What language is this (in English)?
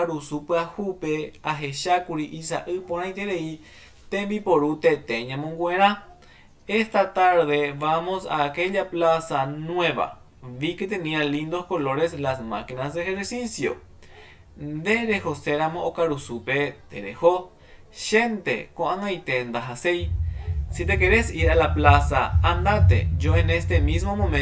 Guarani